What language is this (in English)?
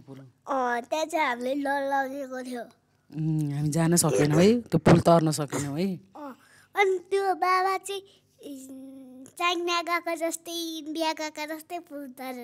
Nepali